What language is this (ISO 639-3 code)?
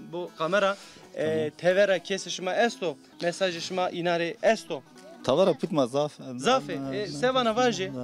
zza